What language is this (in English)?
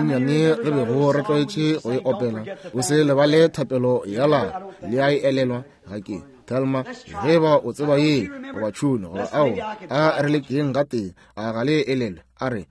Northern Sotho